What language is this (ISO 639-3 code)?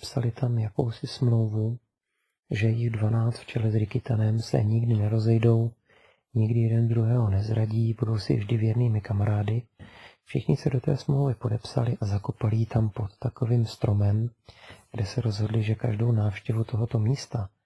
ces